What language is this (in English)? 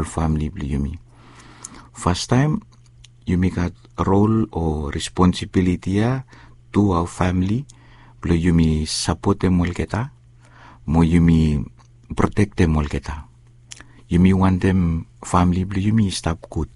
Bislama